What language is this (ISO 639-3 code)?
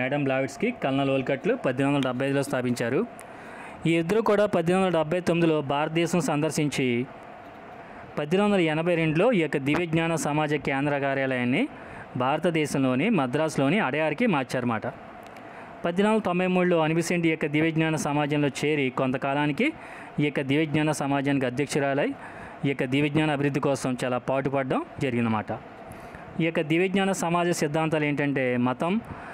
tel